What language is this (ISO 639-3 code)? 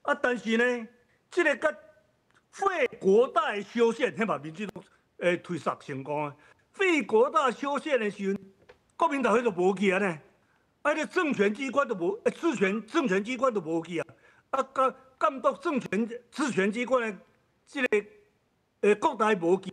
nan